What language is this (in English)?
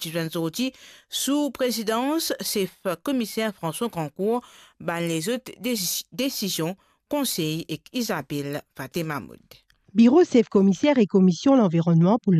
Morisyen